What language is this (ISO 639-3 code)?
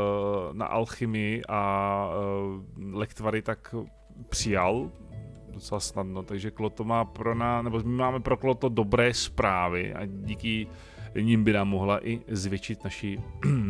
ces